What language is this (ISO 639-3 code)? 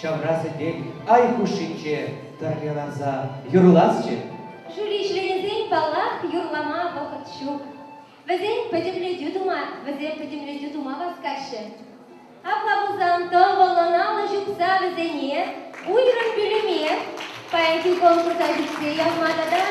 chv